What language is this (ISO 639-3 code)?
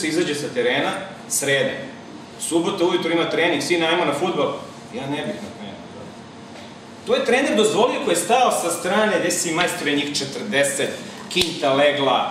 srp